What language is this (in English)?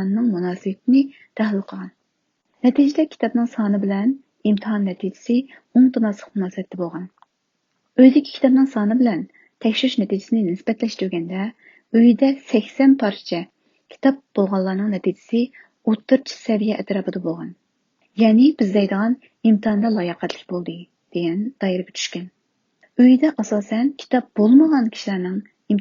Uyghur